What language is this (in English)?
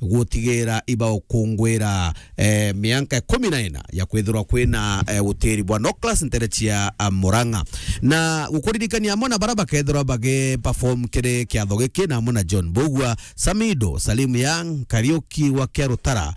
Meru